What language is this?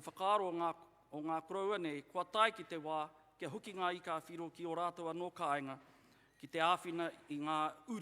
Māori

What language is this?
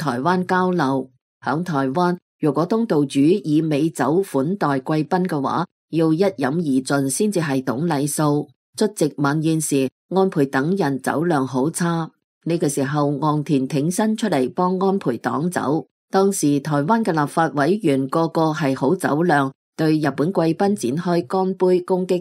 Cantonese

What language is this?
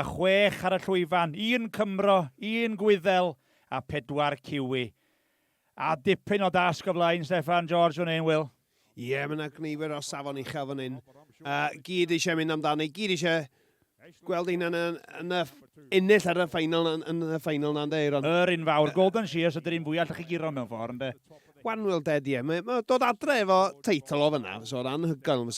Welsh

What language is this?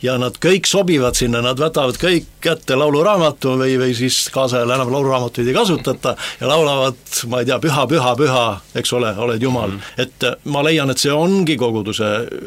Estonian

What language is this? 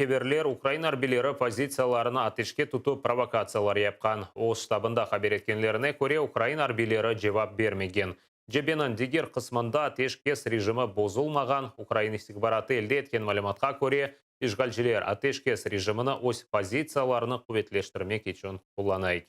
Crimean Tatar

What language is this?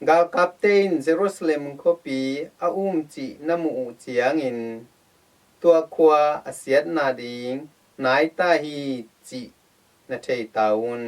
Tedim Chin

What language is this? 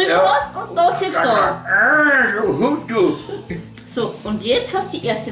Bavarian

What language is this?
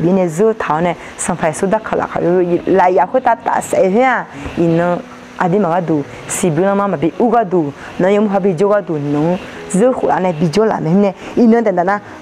Akha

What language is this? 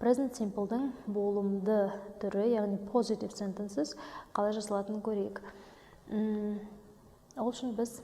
Kazakh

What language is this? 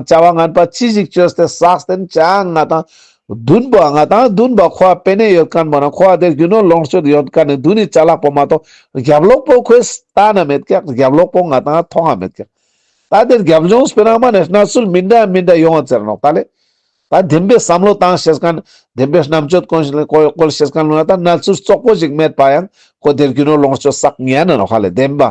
Ladakhi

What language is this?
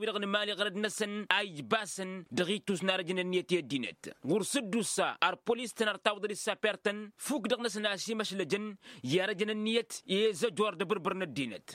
Tamasheq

